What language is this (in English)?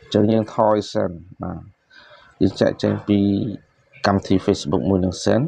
Khmer